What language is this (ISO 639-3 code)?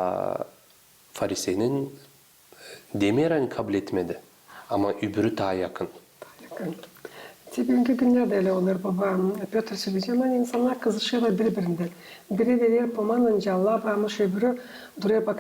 gag